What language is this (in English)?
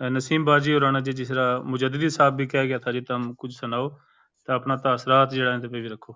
Gujari